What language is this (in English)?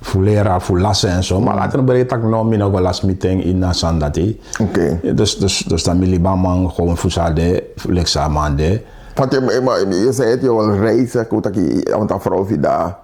Sranan Tongo